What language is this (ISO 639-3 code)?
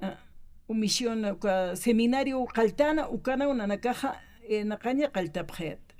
aym